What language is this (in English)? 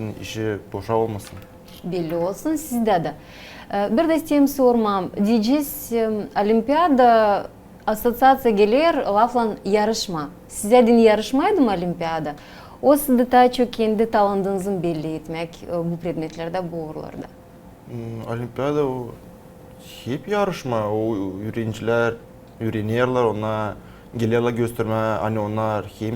Gagauz